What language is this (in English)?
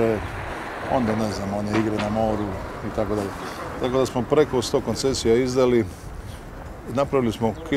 Croatian